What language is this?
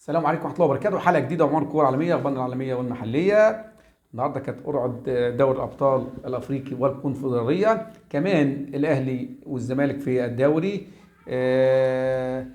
Egyptian Arabic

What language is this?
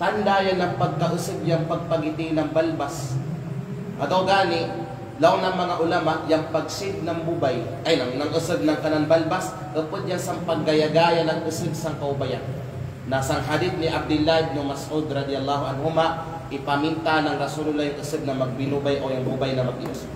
Kalagan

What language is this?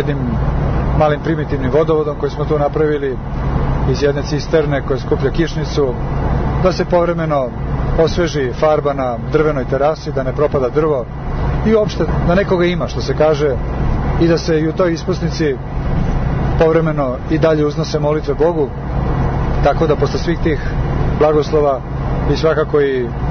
Serbian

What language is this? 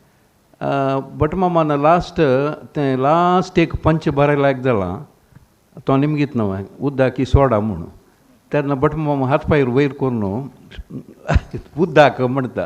Konkani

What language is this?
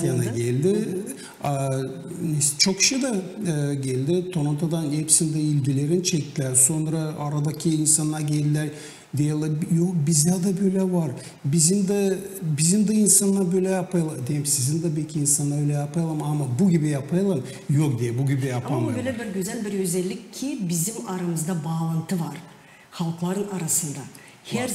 Gagauz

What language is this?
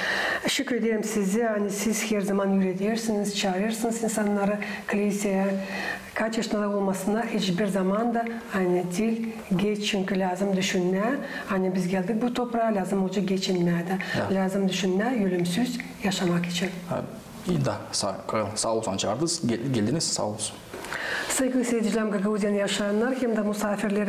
Gagauz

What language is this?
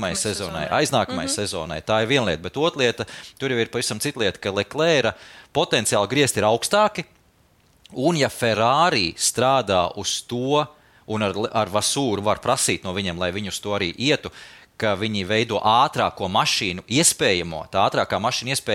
Latvian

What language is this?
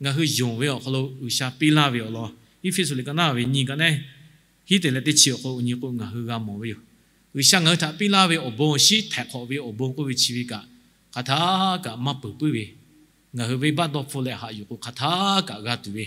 Lahu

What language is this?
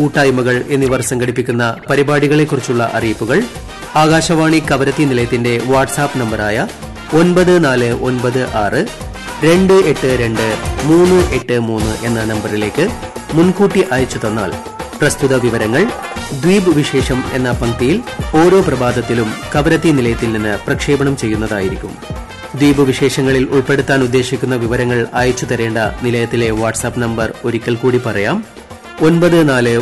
Malayalam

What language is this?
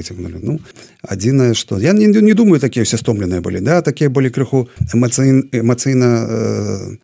Belarusian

